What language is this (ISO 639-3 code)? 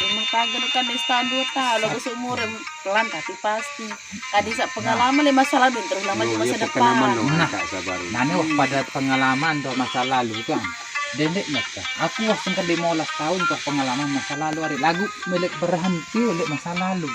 sas